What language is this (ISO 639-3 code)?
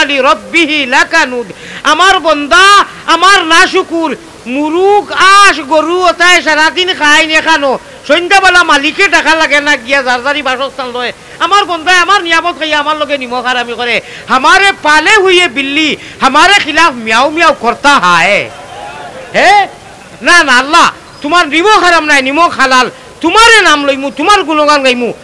syl